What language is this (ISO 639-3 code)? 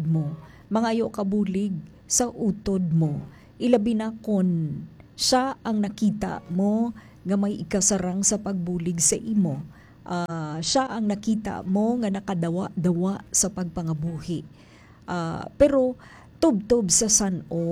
hil